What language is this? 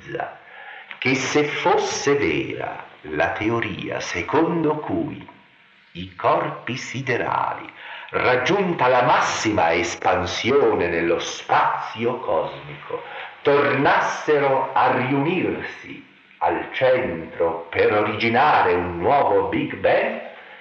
Italian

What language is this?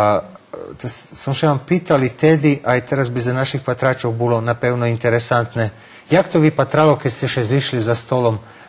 Rusyn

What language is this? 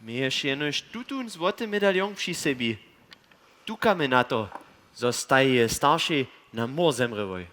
Upper Sorbian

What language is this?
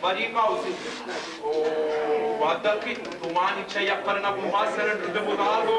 Sicilian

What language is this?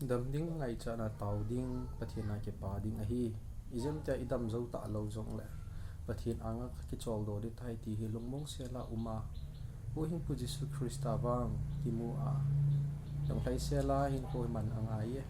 Thado Chin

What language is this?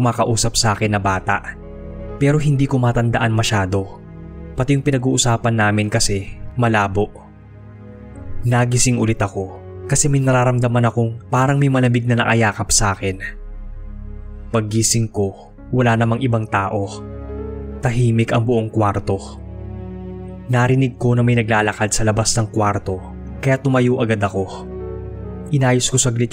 Filipino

